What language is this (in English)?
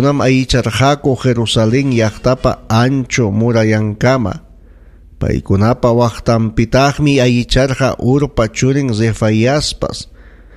Ayacucho Quechua